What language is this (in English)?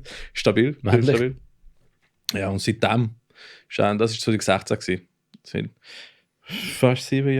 Swiss German